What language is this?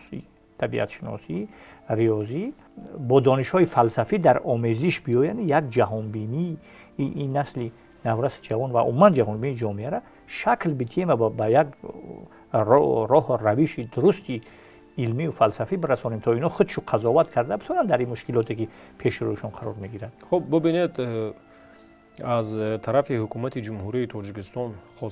Tajik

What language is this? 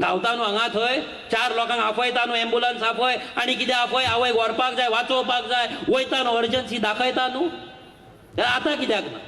Konkani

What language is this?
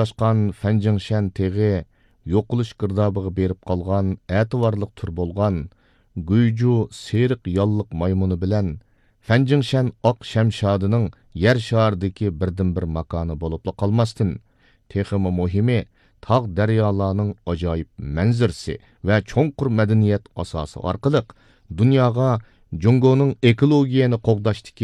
Uyghur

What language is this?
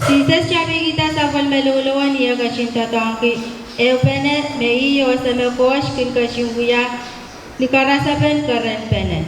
Pohnpeian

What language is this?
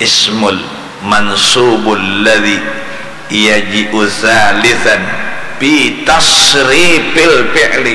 Banjar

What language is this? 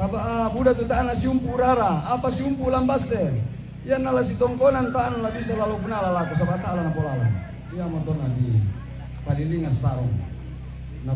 Toraja-Sa'dan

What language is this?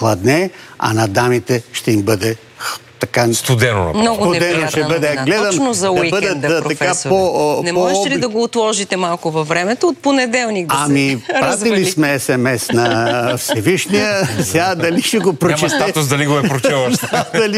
Bulgarian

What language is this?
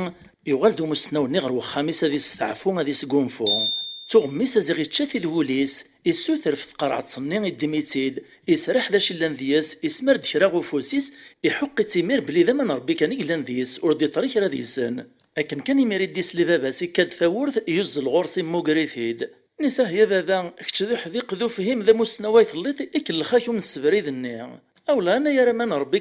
Kabyle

